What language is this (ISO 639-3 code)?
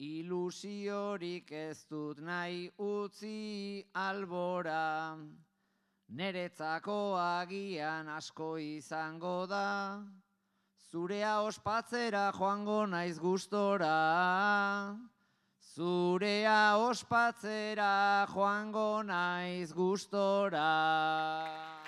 eus